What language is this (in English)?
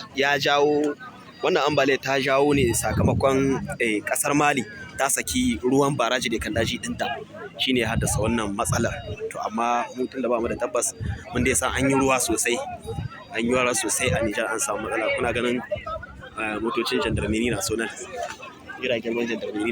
Hausa